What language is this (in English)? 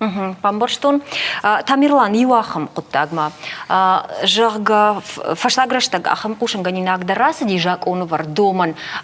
Ossetic